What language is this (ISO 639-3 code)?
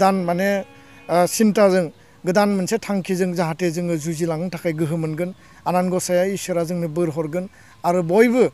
brx